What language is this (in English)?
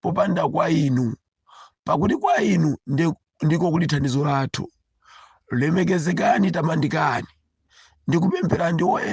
Nyanja